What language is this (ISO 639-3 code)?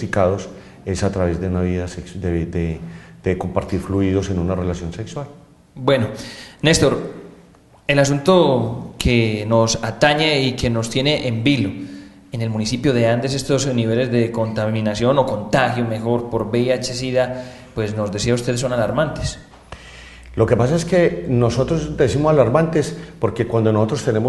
spa